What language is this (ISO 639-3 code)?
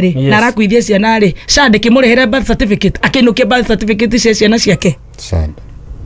kik